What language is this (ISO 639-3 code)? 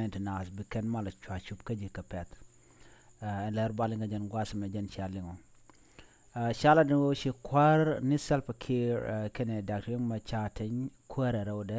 nus